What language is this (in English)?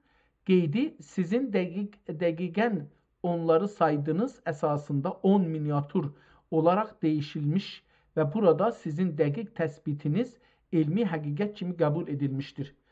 South Azerbaijani